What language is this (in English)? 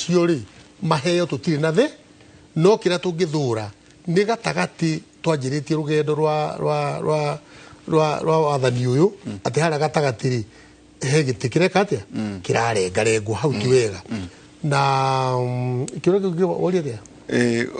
Kikuyu